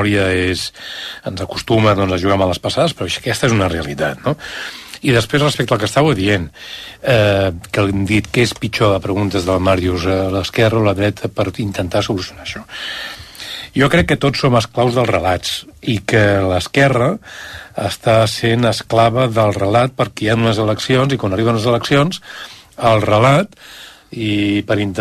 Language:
Catalan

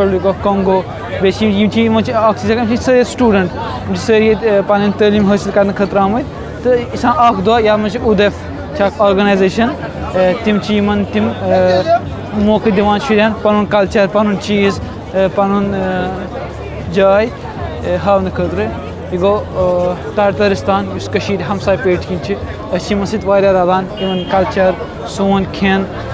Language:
Kashmiri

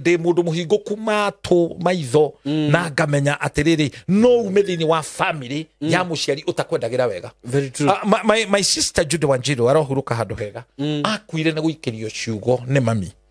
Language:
Kikuyu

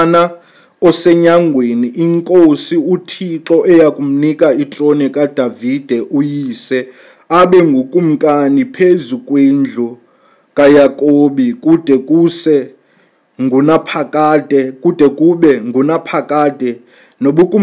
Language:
Xhosa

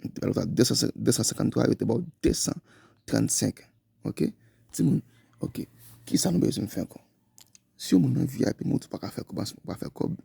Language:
Haitian Creole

